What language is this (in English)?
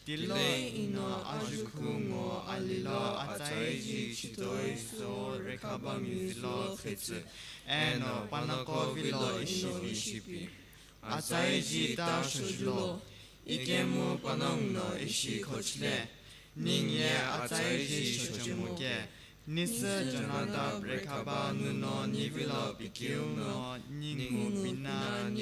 Sumi Naga